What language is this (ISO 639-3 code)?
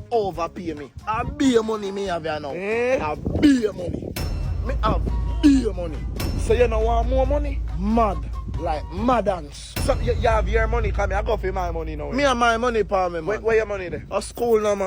jam